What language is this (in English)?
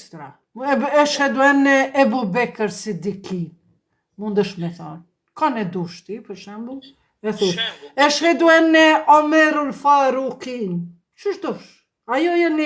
Albanian